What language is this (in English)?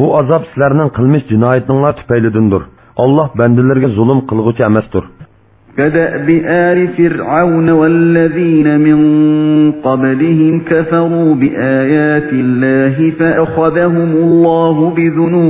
Uyghur